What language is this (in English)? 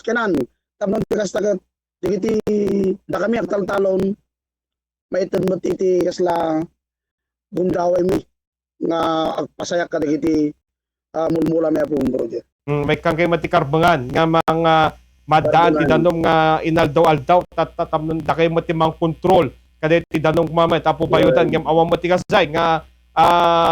Iloko